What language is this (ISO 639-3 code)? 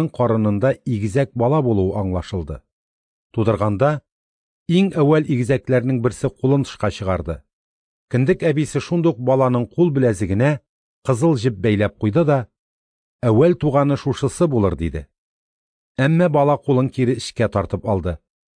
tat